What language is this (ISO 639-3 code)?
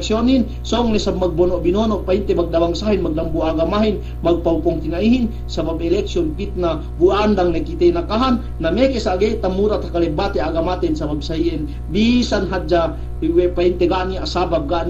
yka